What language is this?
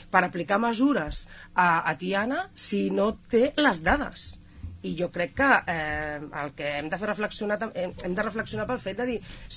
Catalan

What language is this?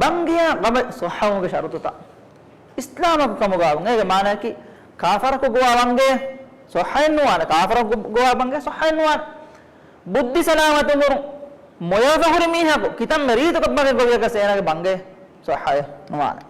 Divehi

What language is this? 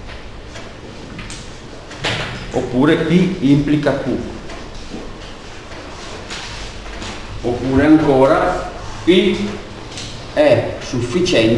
Italian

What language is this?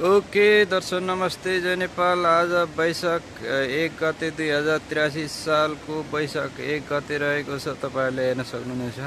Nepali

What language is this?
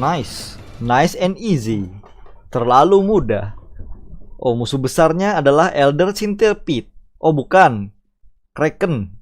Banjar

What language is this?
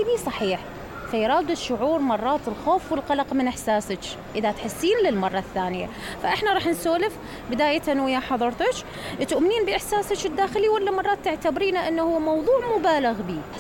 Mesopotamian Arabic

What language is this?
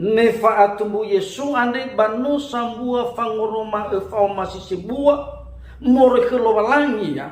Nias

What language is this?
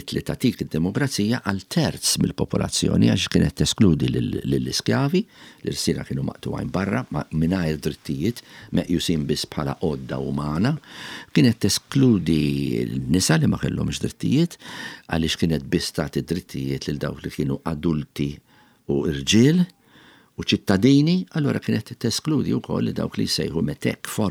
Maltese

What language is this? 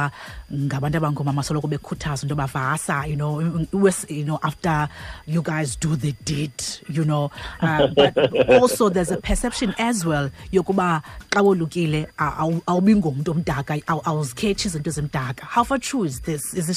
Xhosa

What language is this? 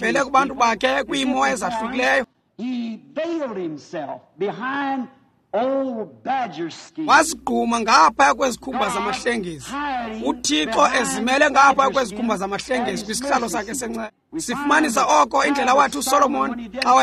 Xhosa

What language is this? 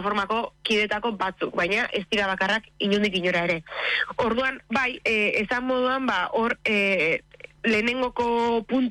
Basque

